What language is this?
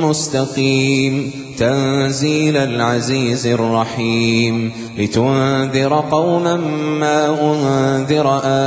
Arabic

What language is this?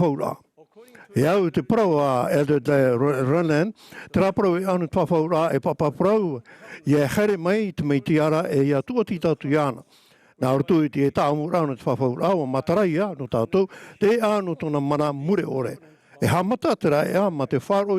Tahitian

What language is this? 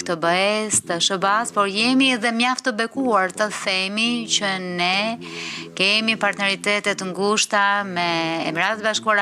Albanian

